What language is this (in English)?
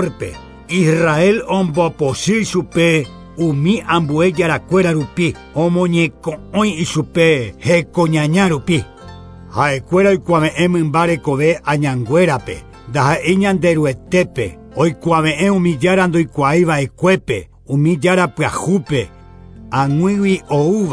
Guarani